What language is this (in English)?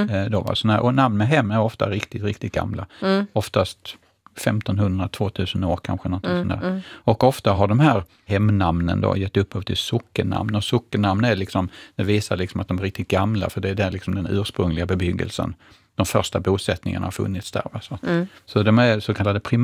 Swedish